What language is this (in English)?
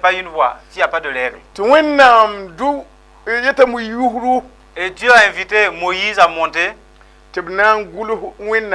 Mossi